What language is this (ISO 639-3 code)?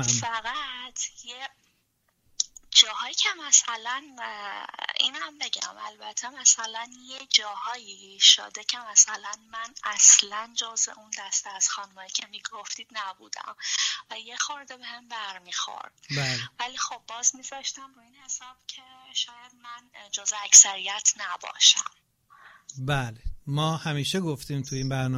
fas